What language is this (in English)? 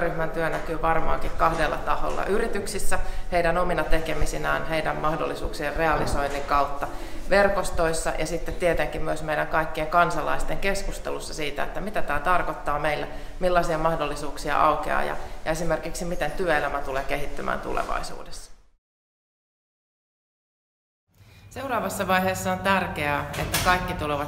Finnish